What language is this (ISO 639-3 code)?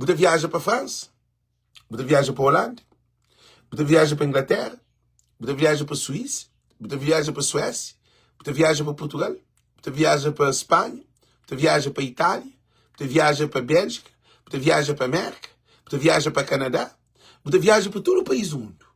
kea